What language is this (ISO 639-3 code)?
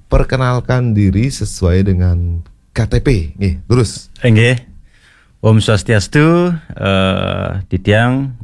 ban